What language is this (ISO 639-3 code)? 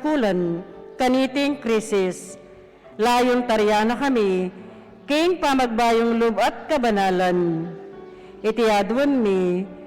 pam